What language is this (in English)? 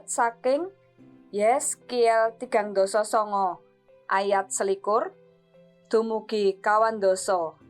Javanese